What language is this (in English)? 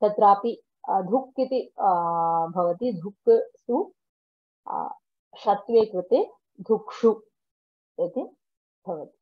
Sanskrit